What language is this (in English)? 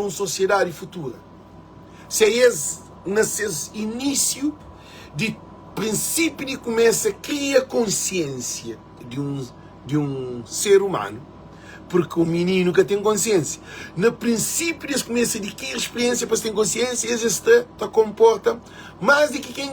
Kabuverdianu